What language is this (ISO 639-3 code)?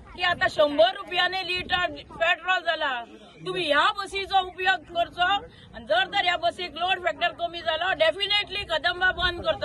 kok